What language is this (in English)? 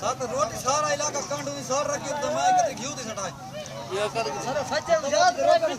Saraiki